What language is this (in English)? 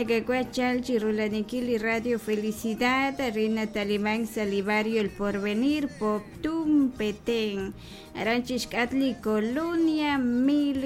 Kekchí